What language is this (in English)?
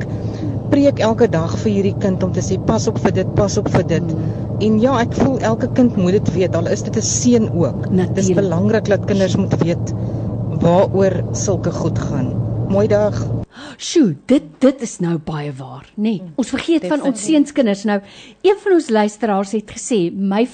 Afrikaans